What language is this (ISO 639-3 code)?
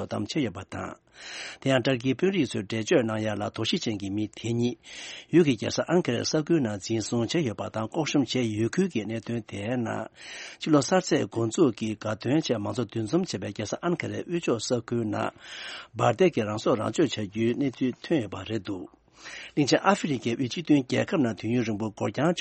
bod